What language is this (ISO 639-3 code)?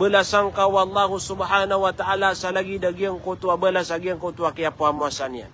mrw